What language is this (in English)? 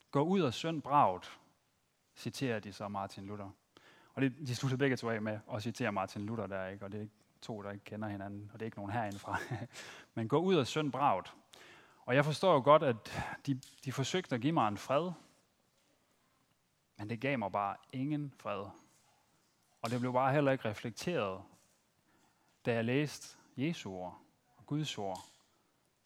Danish